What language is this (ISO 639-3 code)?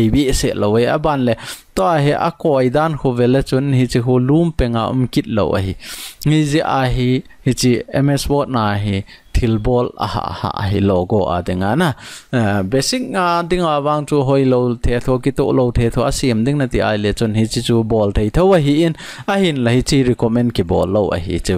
tcz